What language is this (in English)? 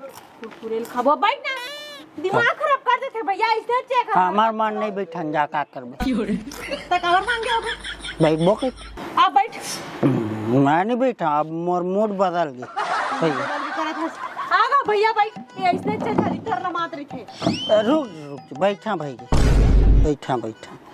Chhattisgarhi